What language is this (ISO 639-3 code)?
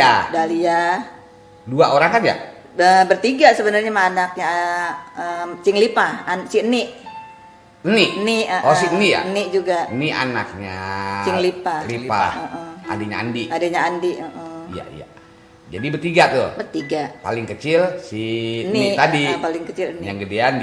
bew